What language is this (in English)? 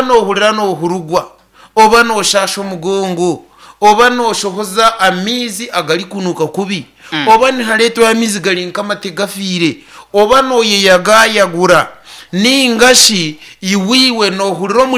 Nyankole